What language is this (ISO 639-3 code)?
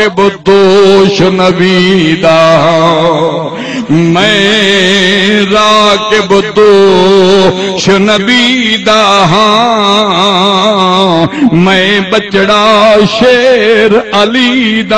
skr